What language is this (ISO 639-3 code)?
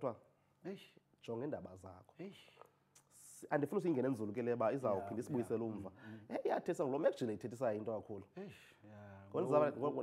xho